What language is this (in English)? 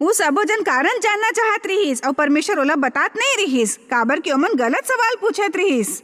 Chhattisgarhi